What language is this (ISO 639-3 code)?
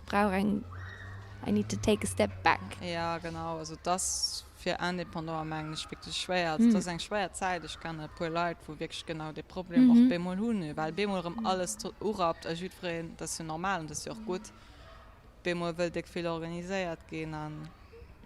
ltz